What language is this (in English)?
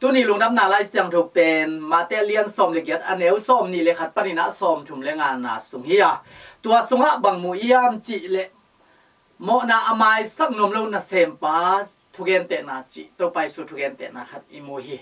Tedim Chin